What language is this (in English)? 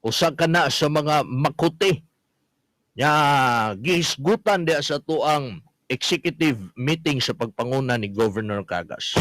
Cebuano